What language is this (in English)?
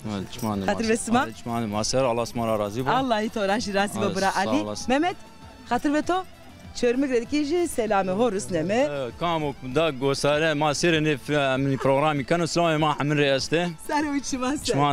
Zaza